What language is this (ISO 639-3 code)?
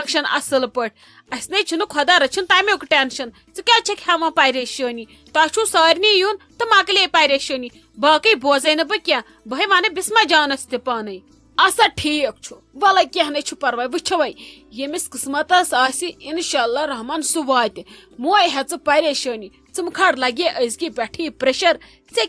kas